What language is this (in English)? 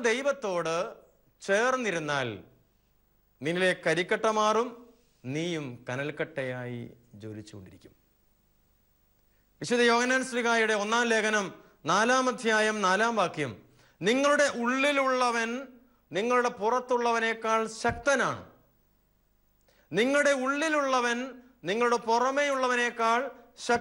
Malayalam